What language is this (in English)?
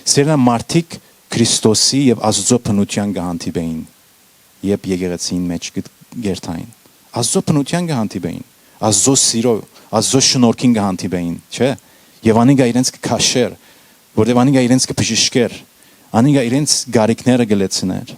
Western Armenian